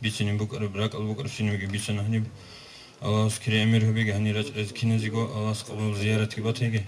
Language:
Avaric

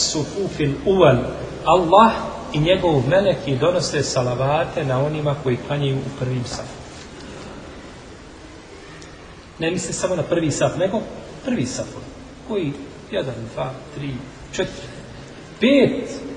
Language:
Bosnian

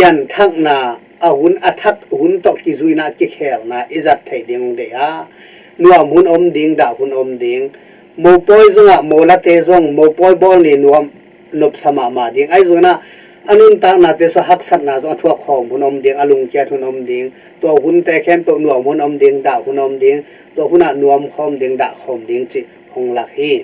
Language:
Tedim Chin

